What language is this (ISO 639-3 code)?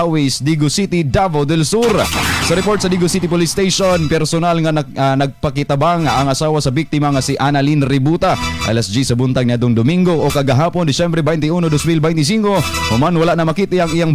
ceb